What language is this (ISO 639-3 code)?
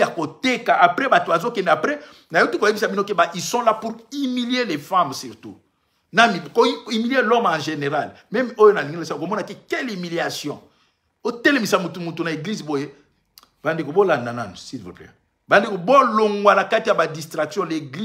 lin